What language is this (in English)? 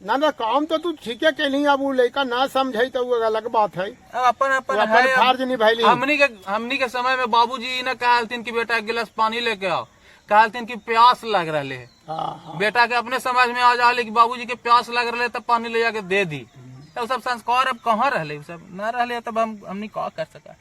Magahi